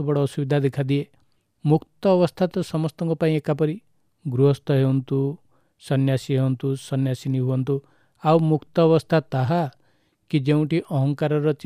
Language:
Odia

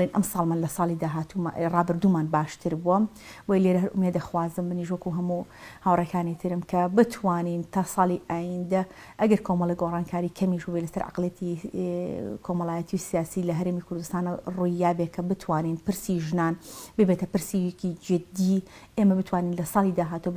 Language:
Central Kurdish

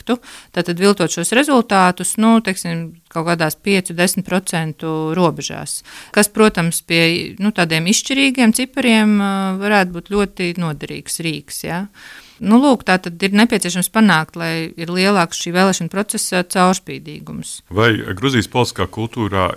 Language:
Latvian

